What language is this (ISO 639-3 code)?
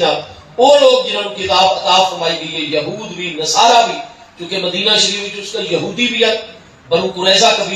skr